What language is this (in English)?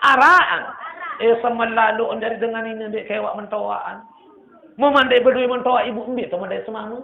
Sasak